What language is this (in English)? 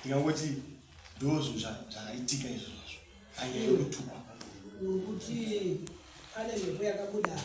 Shona